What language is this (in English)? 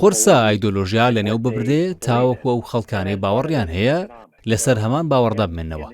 Central Kurdish